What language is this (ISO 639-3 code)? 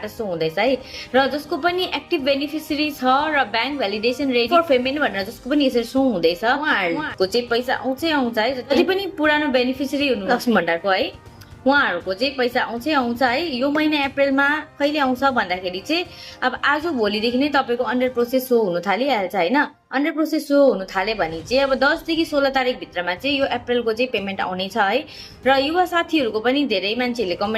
nep